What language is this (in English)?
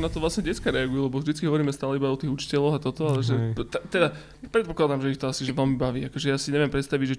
Slovak